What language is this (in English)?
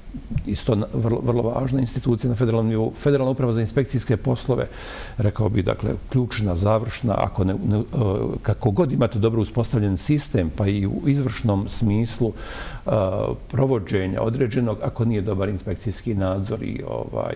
Bosnian